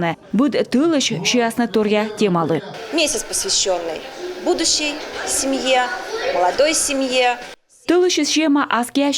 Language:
Komi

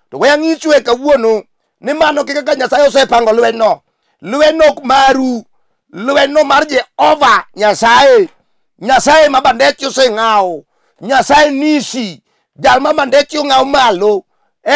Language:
Luo (Kenya and Tanzania)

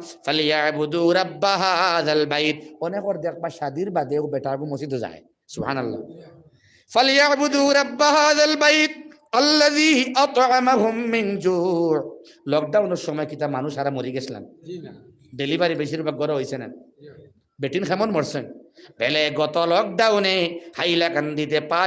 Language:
Sylheti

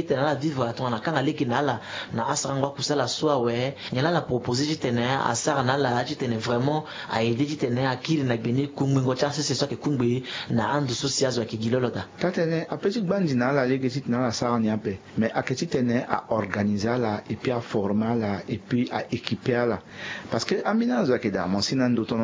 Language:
Sango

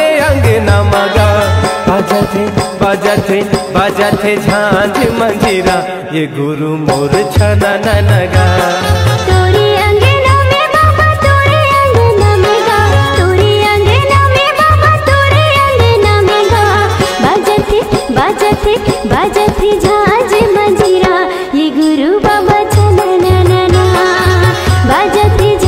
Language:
Chhattisgarhi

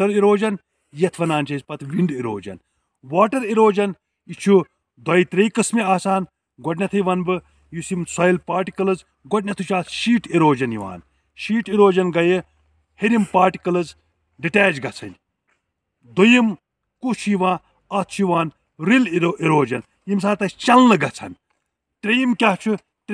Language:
Kashmiri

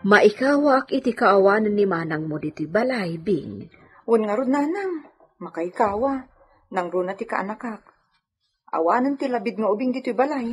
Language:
Iloko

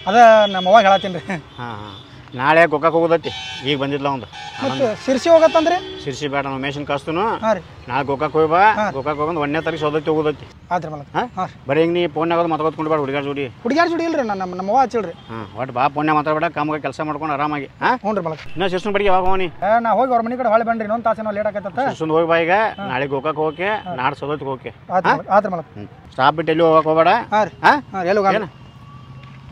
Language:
Kannada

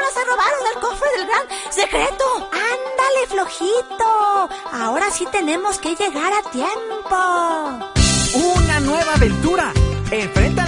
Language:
Spanish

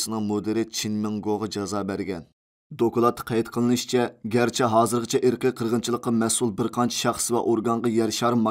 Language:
Uyghur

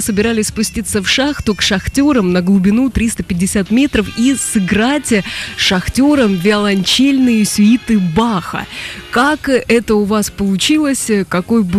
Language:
Russian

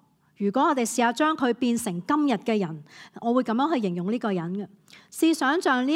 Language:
Cantonese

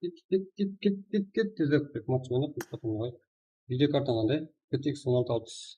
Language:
Kara-Kalpak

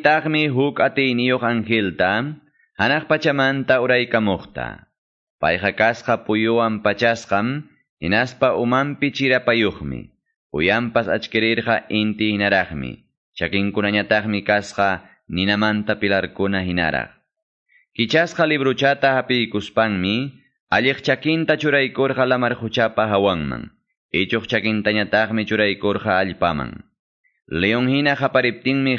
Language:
Quechua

